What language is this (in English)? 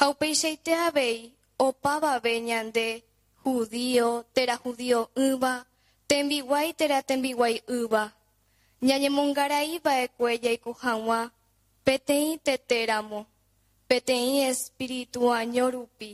Guarani